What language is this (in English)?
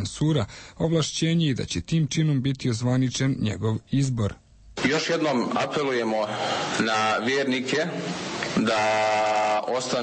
Serbian